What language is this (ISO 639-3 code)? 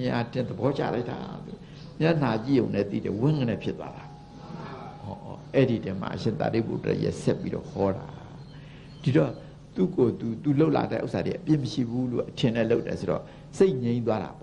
mya